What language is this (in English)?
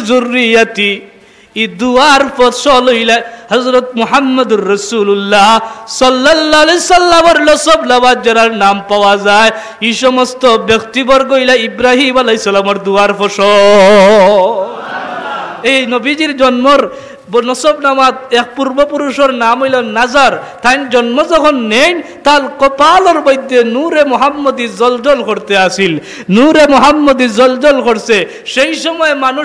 Sylheti